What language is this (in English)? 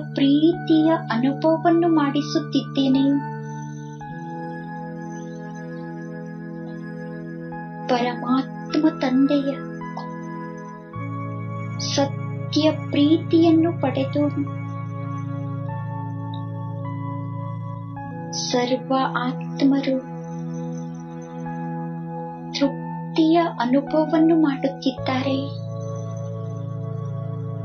Kannada